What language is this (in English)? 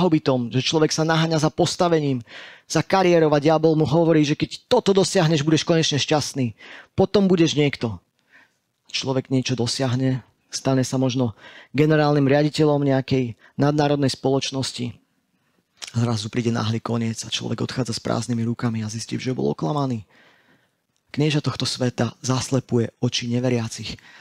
Slovak